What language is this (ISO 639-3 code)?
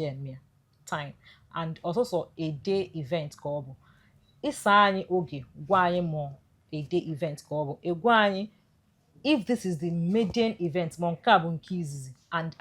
ibo